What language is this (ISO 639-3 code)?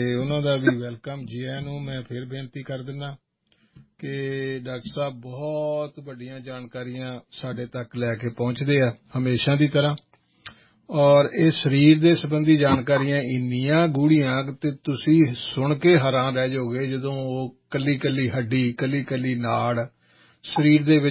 pan